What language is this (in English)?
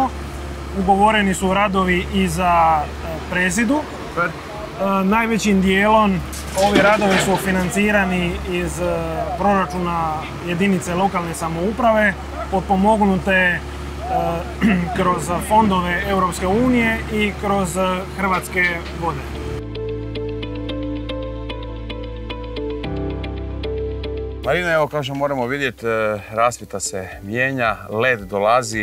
Croatian